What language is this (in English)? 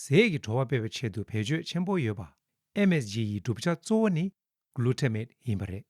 Tibetan